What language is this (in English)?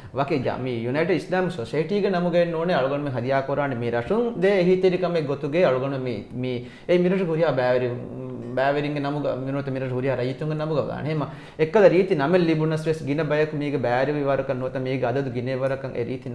Divehi